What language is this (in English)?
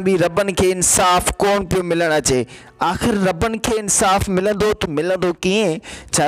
Sindhi